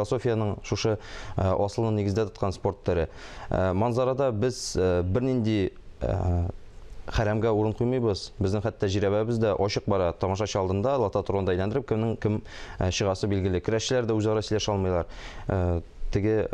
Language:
Tatar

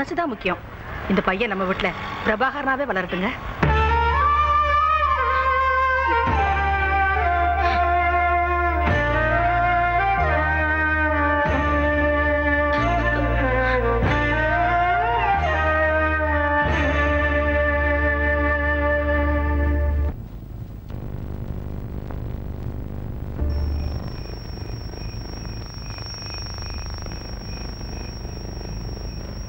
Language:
Tamil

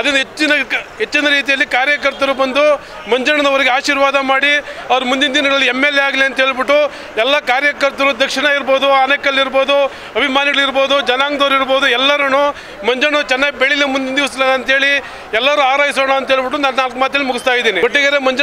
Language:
Kannada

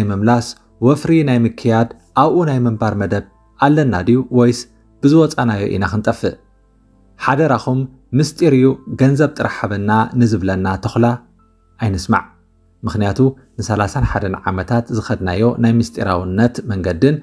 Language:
Tigrinya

